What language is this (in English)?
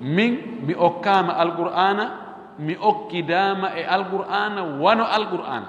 Pular